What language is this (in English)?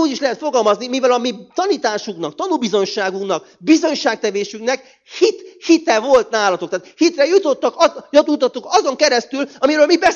Hungarian